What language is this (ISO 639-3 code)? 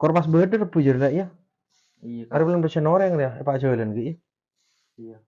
mad